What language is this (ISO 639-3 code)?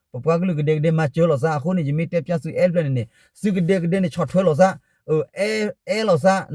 ksw